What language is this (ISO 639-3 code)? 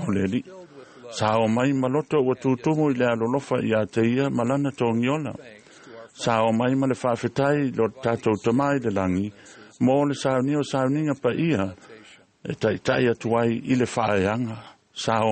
smo